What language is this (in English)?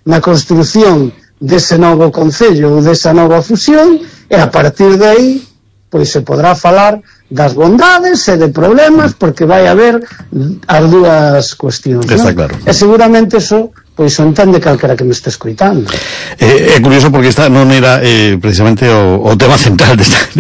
Galician